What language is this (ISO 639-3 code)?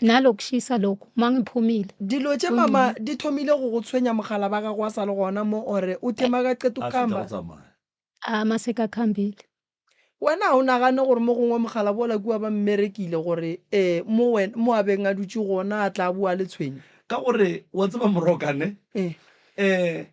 nso